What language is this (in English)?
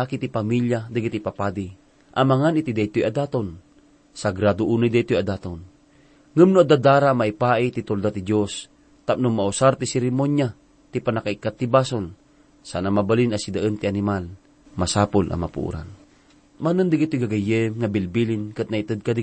Iloko